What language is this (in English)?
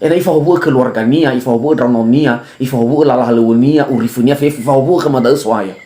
Nias